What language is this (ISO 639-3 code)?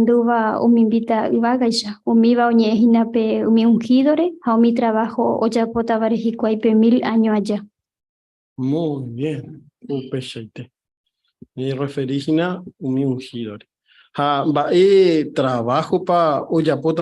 grn